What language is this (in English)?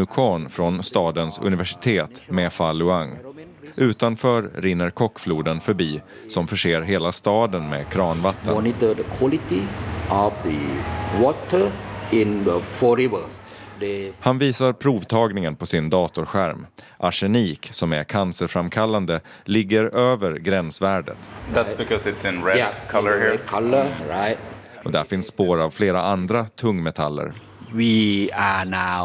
Swedish